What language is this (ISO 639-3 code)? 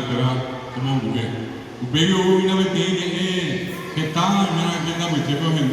grn